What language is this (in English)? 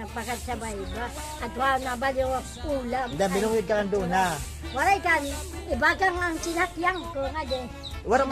Waray